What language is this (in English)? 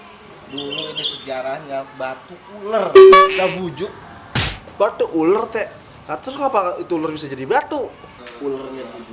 Betawi